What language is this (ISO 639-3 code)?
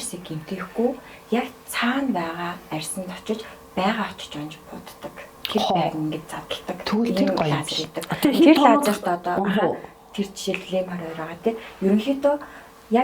mon